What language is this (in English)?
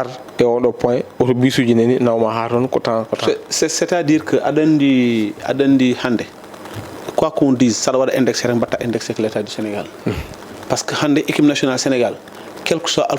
Fula